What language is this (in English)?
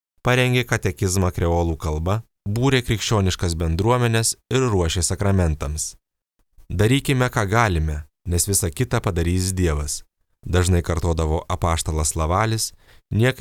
Lithuanian